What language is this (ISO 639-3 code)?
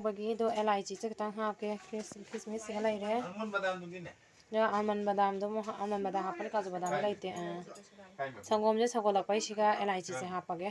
mni